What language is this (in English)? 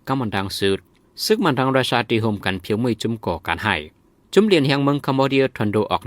Shan